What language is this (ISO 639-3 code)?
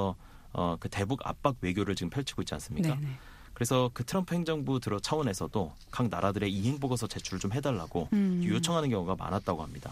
kor